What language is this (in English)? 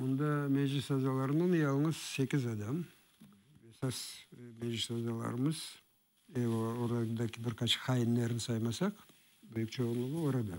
Crimean Tatar